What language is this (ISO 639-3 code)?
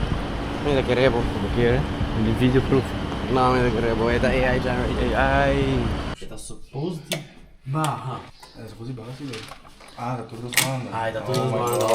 pap